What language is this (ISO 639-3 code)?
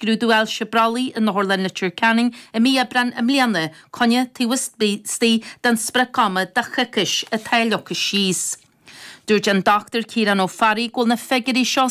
gle